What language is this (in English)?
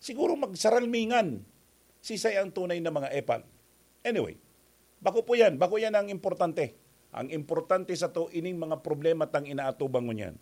Bikol